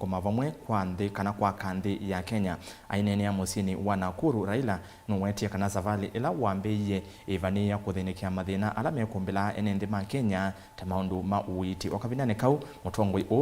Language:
Kamba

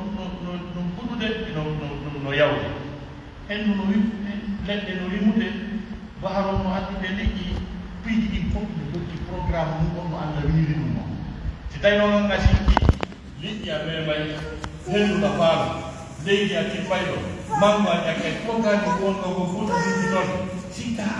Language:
Pular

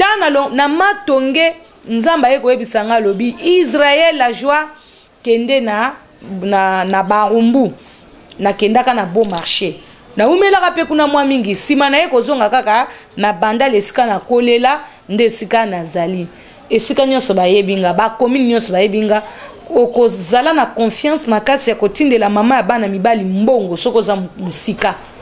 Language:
Lingala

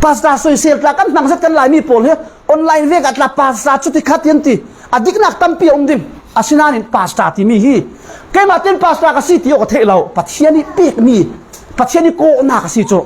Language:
Falam Chin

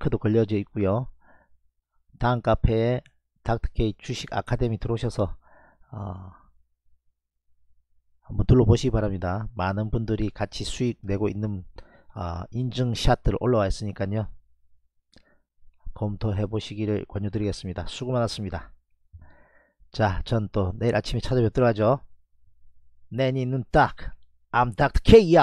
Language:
Korean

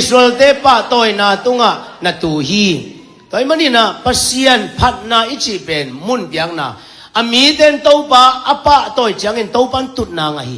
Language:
Tedim Chin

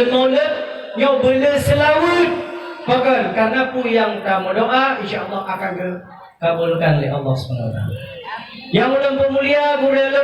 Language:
Achinese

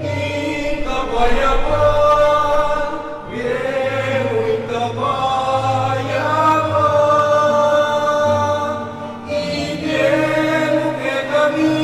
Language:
Pampanga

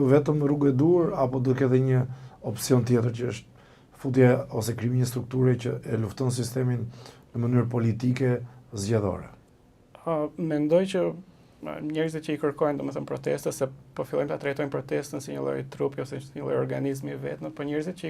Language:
Albanian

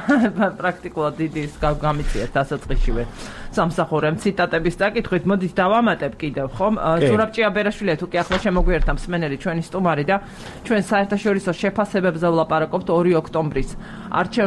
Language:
Georgian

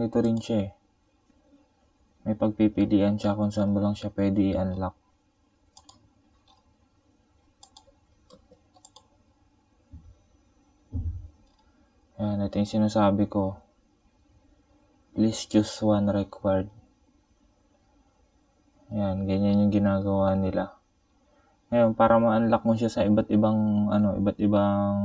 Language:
Filipino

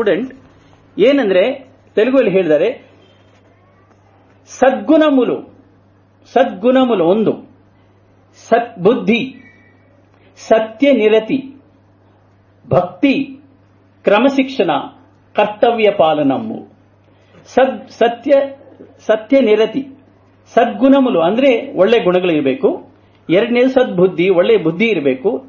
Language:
Kannada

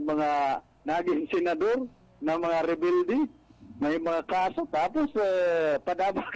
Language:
Bikol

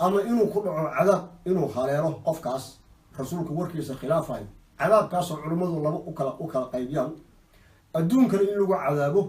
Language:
Somali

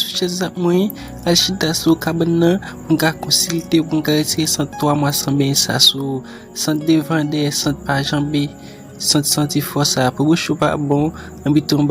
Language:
Haitian Creole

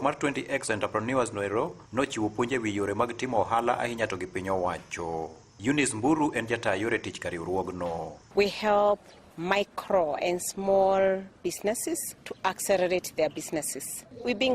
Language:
Luo (Kenya and Tanzania)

